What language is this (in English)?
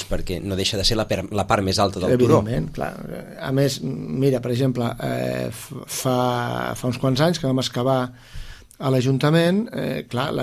Catalan